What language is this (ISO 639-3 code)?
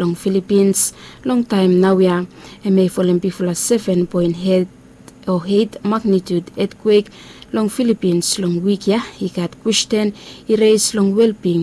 bis